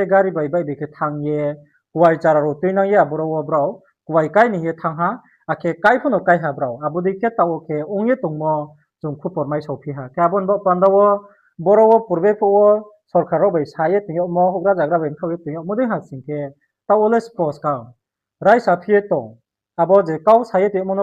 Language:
Riang (India)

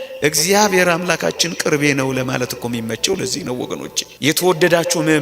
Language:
Amharic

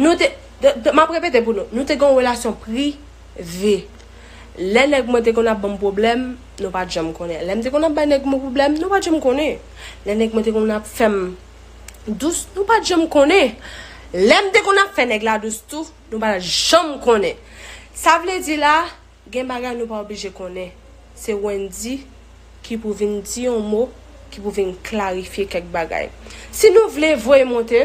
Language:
Haitian Creole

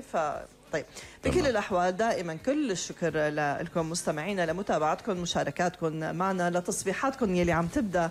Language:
North Levantine Arabic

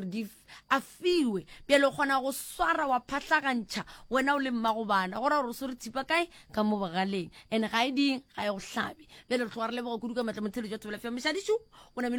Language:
Northern Sotho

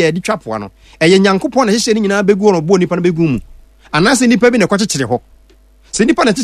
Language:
Akan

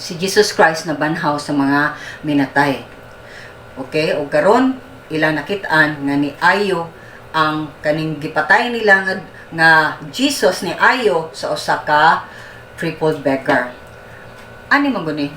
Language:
Cebuano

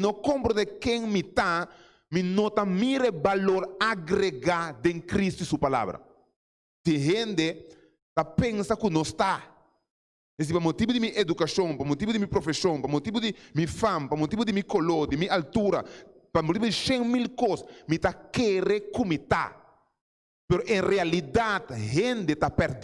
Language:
Papiamento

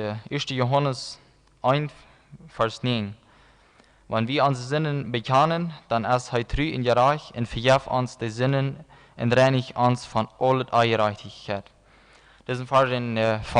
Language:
Plautdietsch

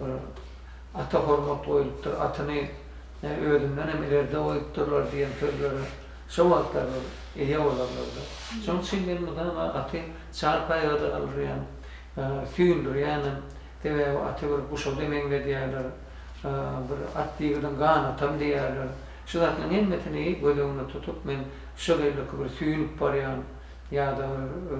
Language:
Turkmen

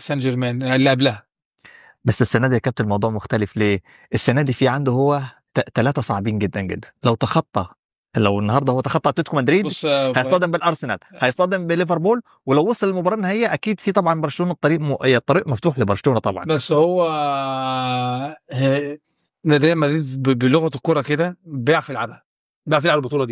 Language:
Egyptian Arabic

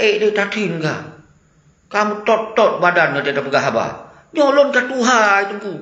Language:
Achinese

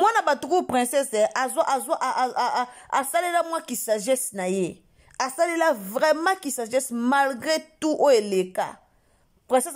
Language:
Lingala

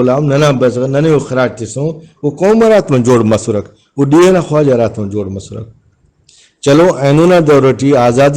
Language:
Brahui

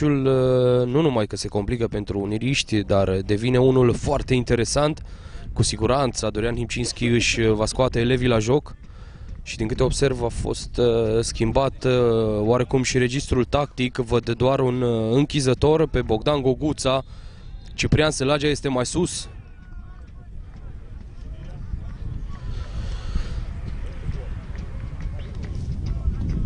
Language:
Romanian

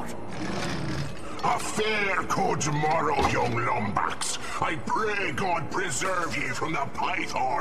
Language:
Polish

